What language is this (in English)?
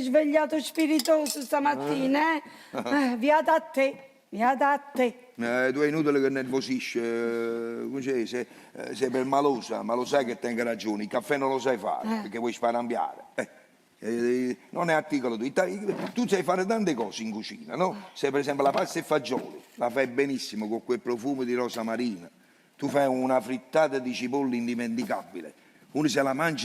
Neapolitan